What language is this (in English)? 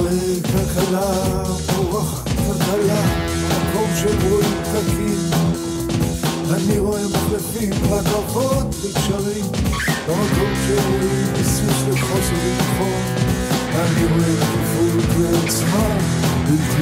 Hebrew